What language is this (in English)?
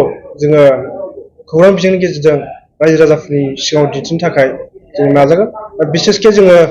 Bodo